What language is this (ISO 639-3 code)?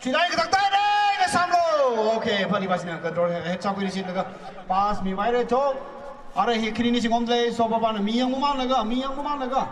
nmf